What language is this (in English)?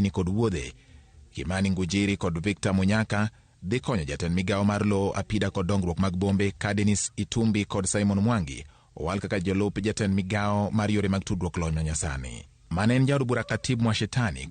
Luo (Kenya and Tanzania)